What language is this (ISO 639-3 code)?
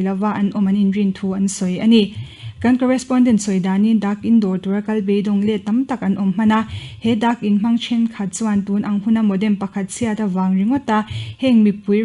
lus